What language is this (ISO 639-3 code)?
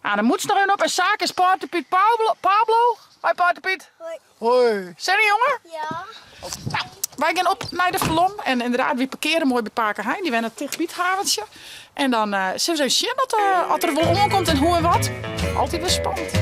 fry